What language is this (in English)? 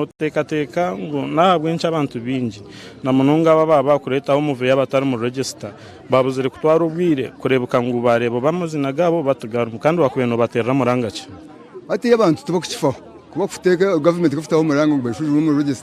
Nyankole